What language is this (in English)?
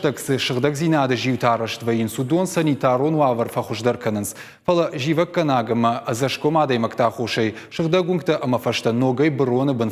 Ossetic